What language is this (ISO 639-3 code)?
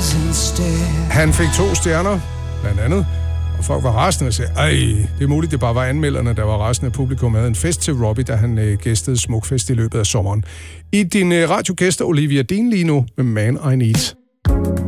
dan